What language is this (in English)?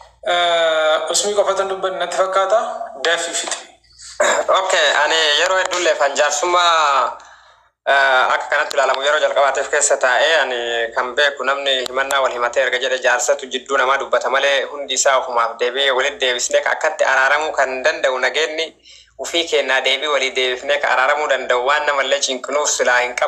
Oromo